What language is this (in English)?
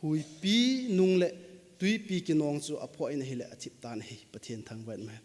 Thado Chin